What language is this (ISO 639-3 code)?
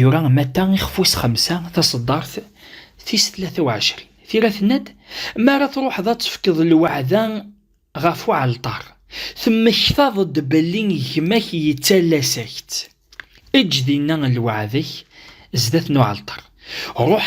kab